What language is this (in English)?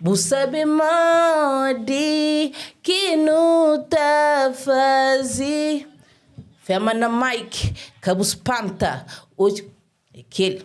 Kabuverdianu